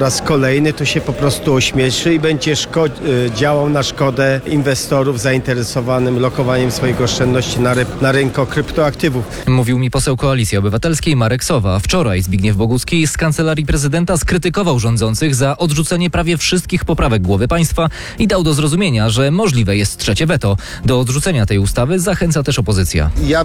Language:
Polish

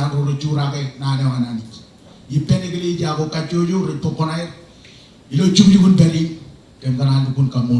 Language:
Marshallese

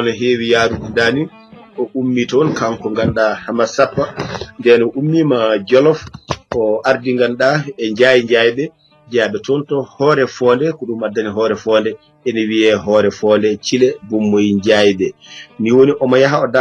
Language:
Fula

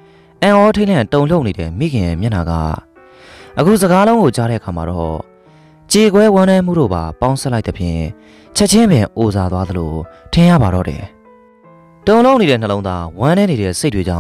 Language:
Burmese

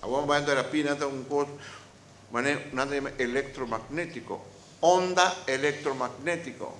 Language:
Papiamento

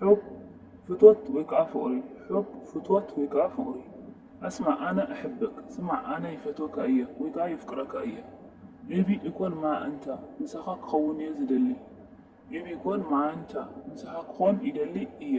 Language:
Tigrinya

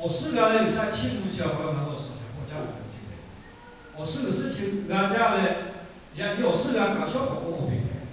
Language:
Lahu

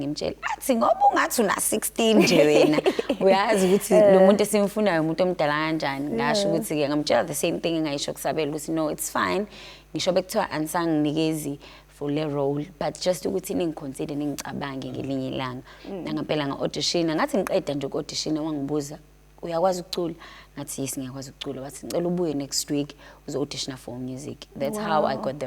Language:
Zulu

